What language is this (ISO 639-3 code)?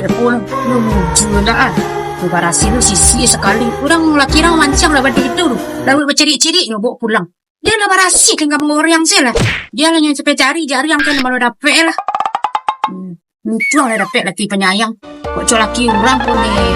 min